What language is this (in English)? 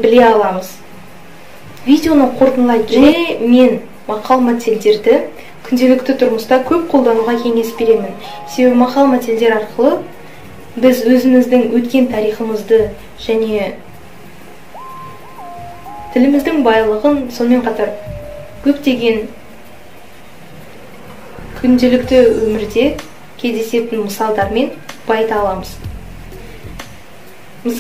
Kazakh